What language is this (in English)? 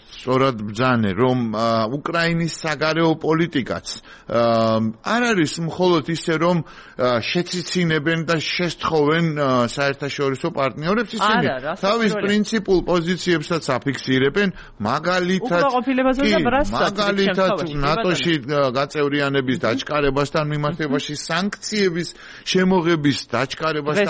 Georgian